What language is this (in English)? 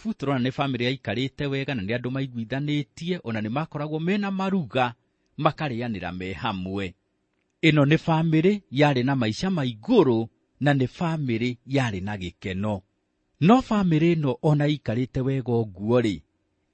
Kikuyu